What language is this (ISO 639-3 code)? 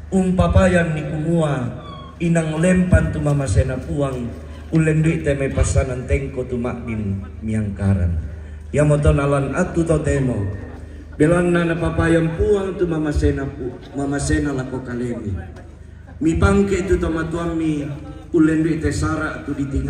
sda